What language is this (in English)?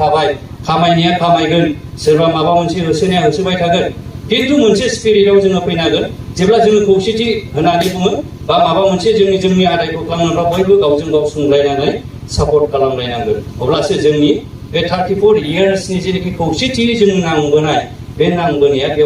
Bodo